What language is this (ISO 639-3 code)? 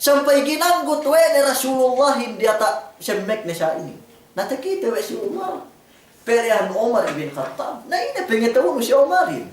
yka